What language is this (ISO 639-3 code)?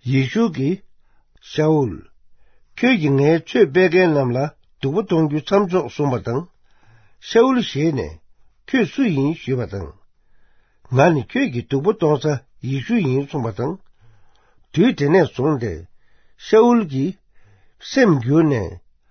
bod